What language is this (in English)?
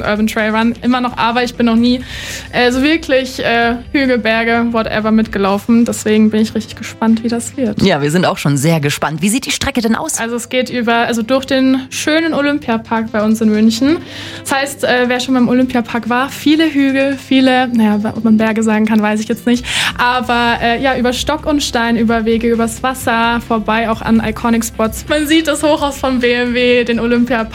German